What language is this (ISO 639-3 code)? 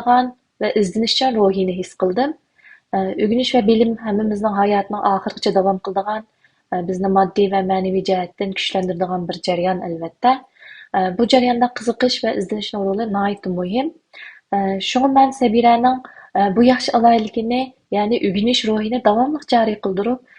uig